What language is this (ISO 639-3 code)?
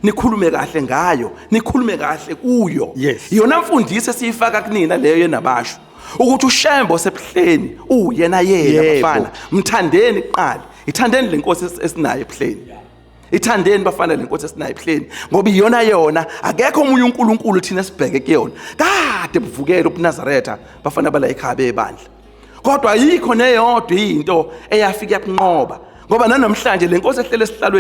zul